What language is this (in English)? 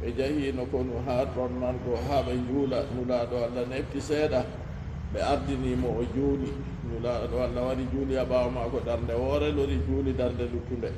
Fula